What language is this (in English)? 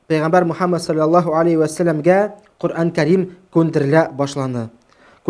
Bashkir